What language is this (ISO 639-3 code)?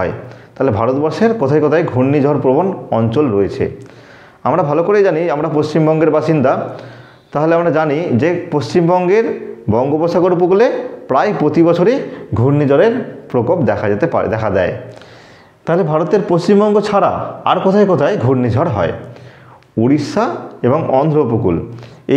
ben